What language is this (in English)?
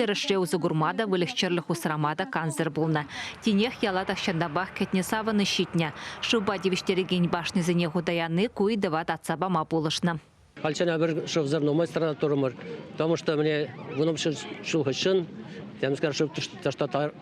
Chuvash